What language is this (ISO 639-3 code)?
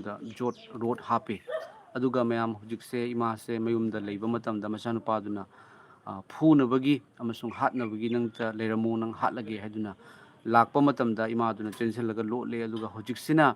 mni